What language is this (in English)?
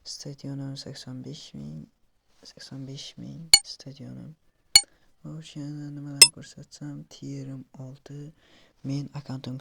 Uzbek